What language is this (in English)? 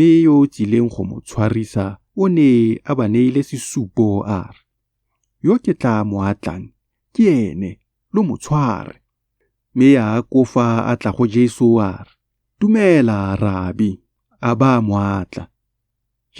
Tswana